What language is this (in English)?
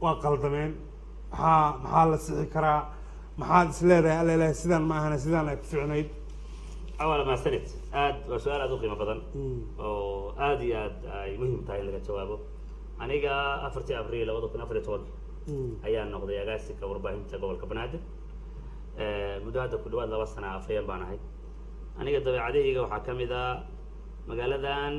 Somali